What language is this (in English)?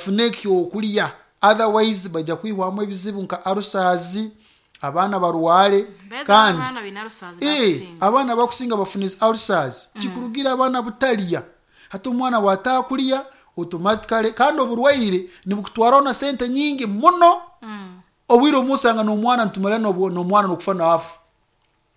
Nyoro